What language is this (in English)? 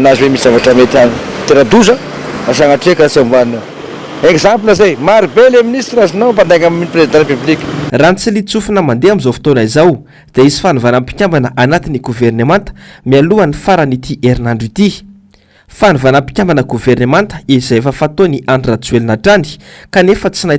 Malagasy